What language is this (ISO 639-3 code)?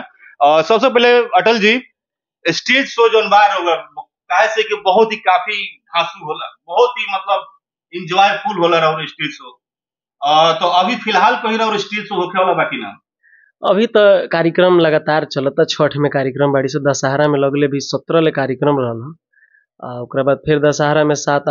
bho